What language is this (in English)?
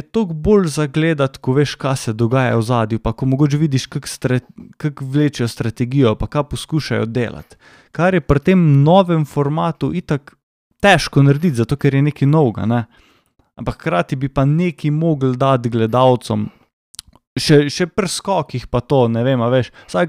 Slovenian